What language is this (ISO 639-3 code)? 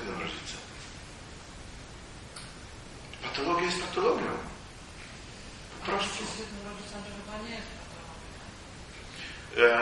pol